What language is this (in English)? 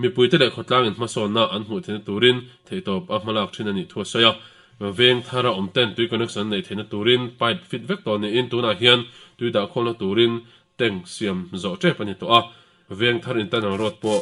Mizo